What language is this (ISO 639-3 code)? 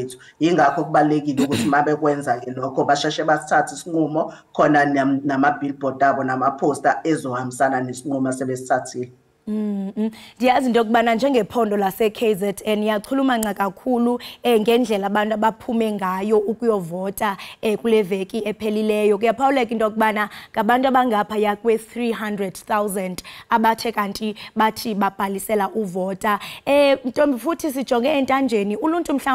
zul